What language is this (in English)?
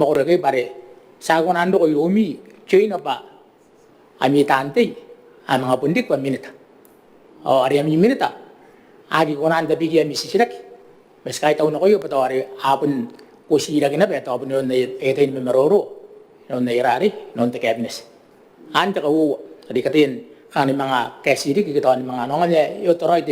Gilbertese